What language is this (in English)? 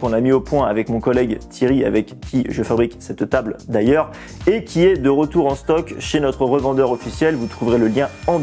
French